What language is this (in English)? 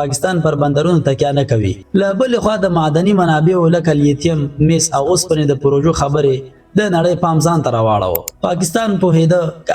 Pashto